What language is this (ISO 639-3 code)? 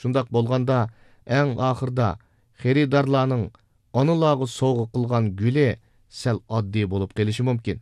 uig